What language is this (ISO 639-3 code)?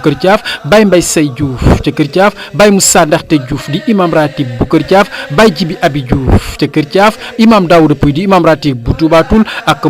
wol